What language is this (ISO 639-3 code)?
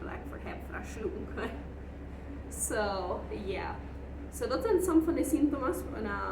pdt